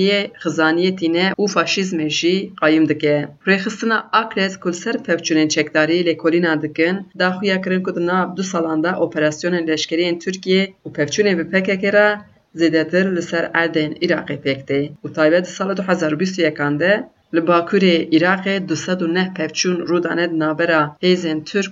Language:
Kurdish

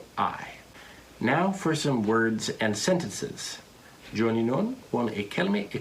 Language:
Fula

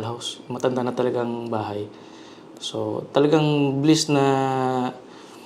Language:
Bikol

